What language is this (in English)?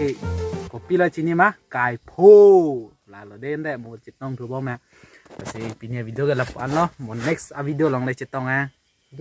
Karbi